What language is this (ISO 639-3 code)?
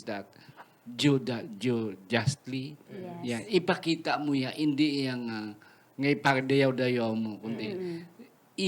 hil